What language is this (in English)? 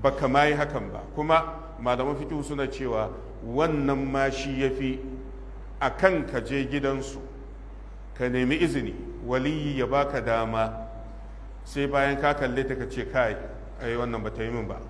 Hausa